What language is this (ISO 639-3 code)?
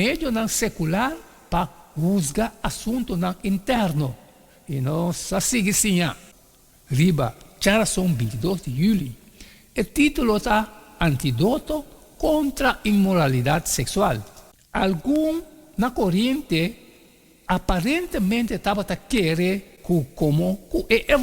pap